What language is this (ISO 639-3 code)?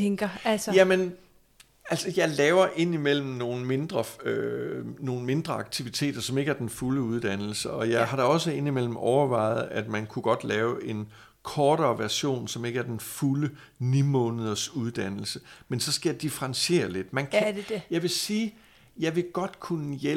dan